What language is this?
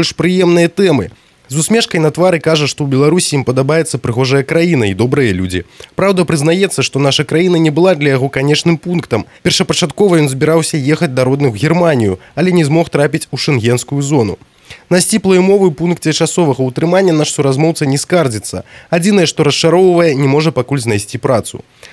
Belarusian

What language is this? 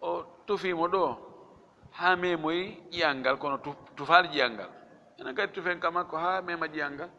Fula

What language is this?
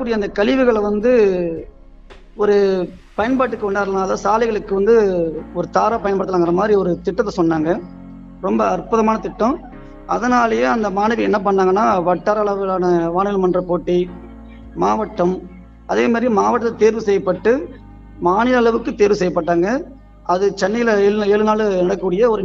Tamil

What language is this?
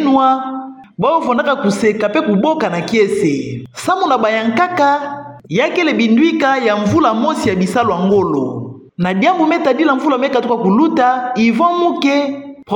Kituba (Democratic Republic of Congo)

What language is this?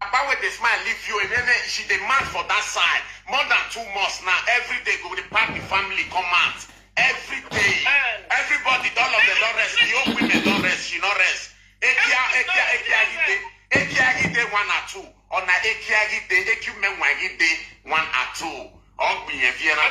Nigerian Pidgin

